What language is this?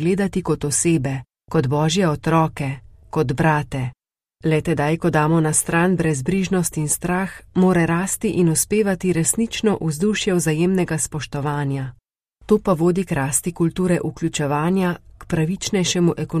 Slovenian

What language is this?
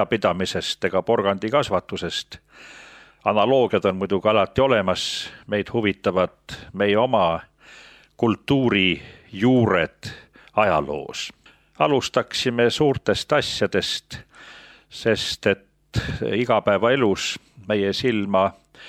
Estonian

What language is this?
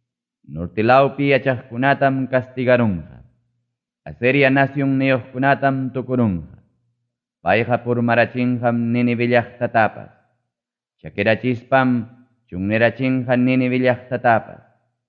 Ayacucho Quechua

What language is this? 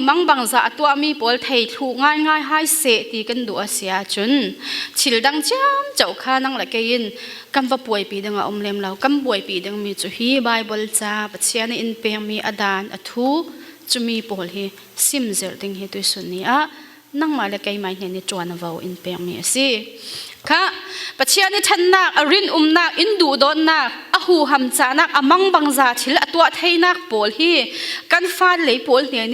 Falam Chin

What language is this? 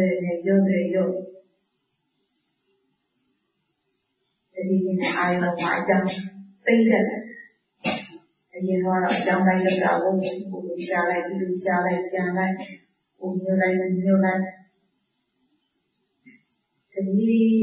Burmese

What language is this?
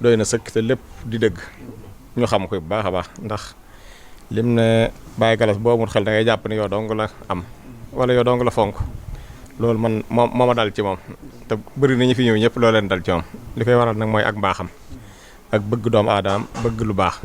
Wolof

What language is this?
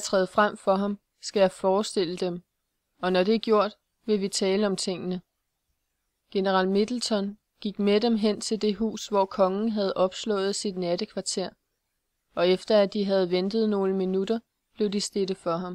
Danish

